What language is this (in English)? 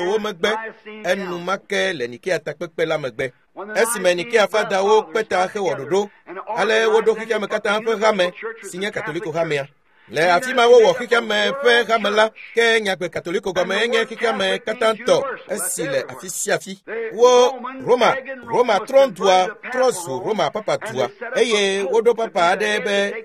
Ewe